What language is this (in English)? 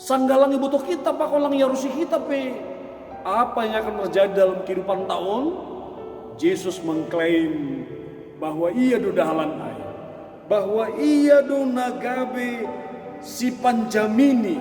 Batak Simalungun